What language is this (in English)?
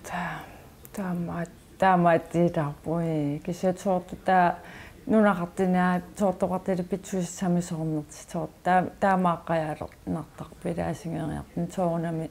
Kalaallisut